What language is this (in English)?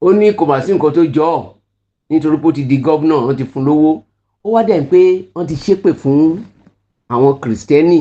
Yoruba